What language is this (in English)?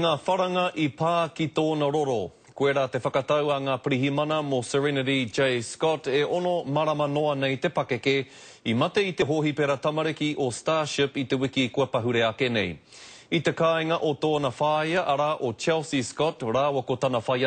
Māori